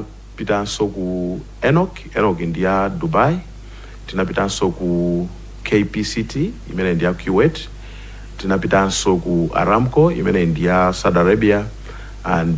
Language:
Nyanja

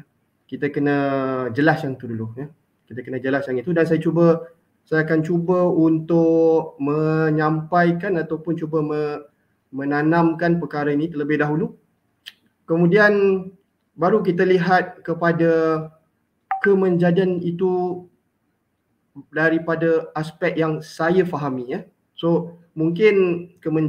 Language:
Malay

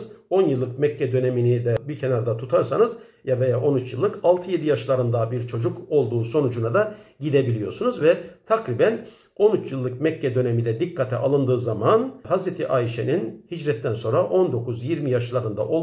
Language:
Turkish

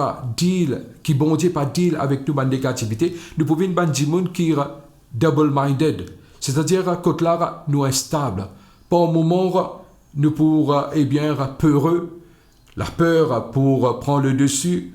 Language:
Morisyen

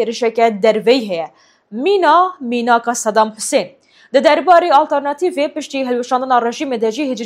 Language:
Kurdish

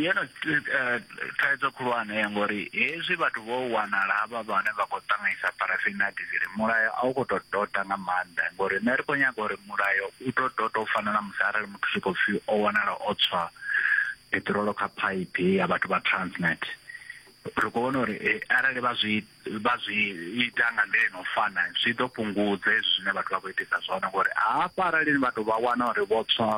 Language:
Venda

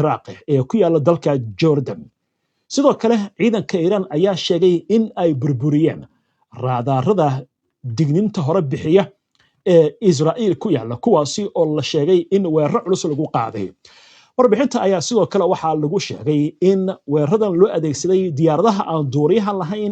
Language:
Somali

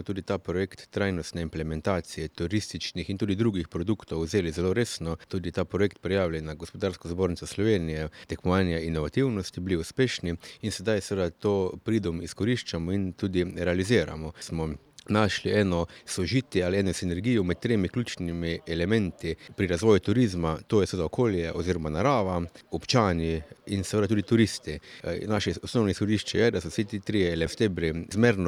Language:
Slovenian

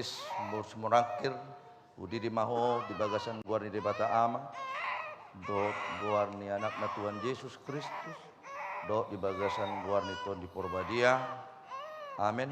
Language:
Batak Toba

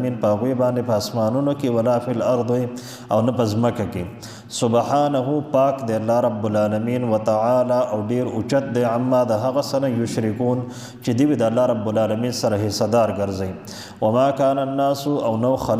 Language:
Pashto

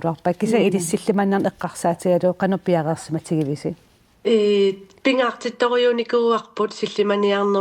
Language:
Kalaallisut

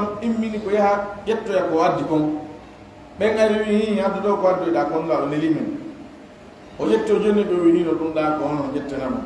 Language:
Pular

